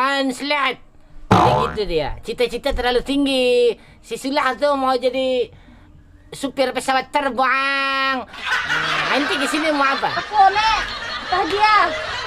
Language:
Banjar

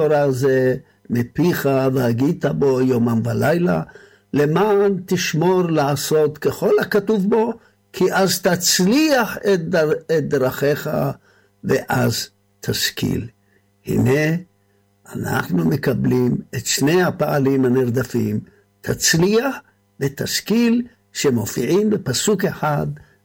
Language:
Hebrew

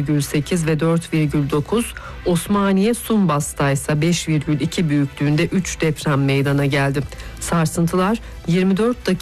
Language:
Turkish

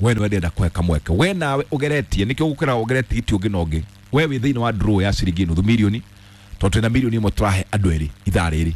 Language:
Kikuyu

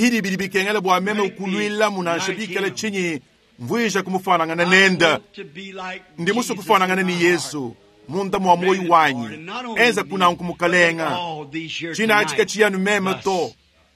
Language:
Luba-Lulua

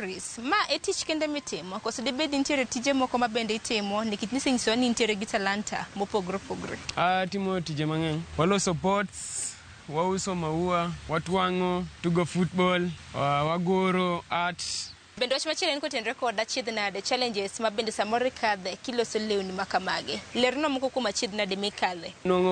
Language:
Luo (Kenya and Tanzania)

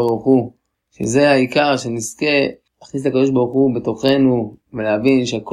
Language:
Hebrew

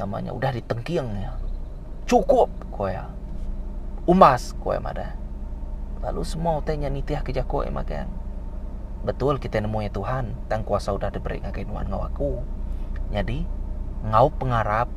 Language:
Iban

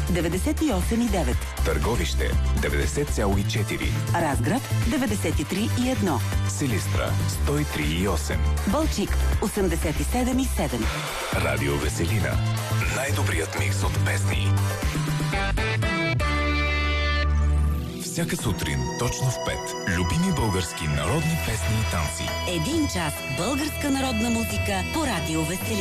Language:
Bulgarian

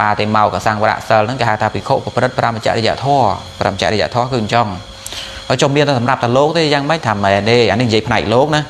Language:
Khmer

